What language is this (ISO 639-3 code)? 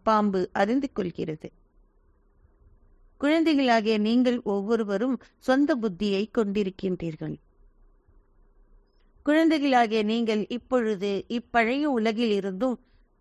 tam